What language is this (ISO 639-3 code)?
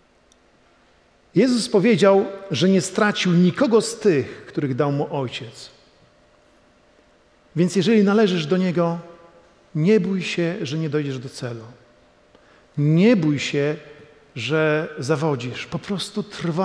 pol